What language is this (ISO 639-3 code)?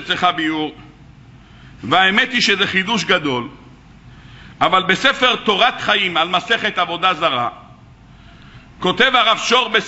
heb